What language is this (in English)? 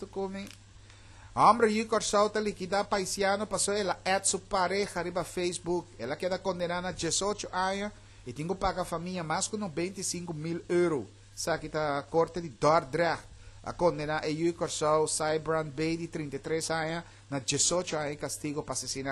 Papiamento